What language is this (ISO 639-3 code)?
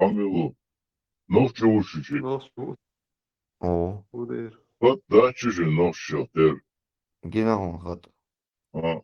che